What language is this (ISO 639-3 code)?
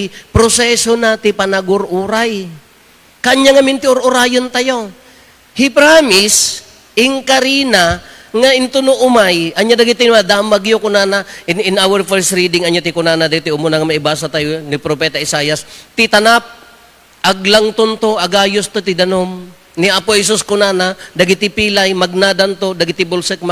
ilo